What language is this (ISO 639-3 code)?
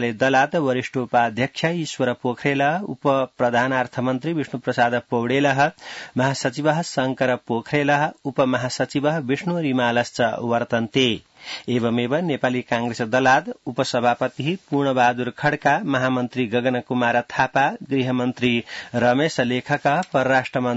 san